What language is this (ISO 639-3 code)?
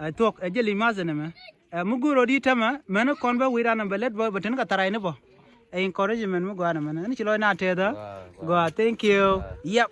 nus